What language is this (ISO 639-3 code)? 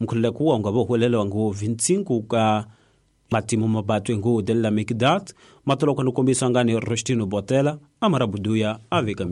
tso